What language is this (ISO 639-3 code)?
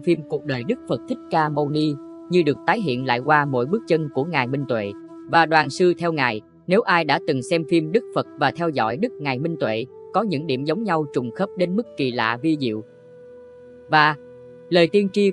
vie